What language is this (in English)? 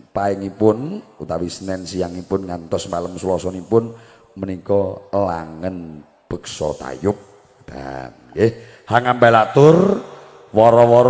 Javanese